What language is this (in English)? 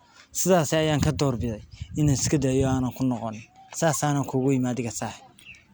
Somali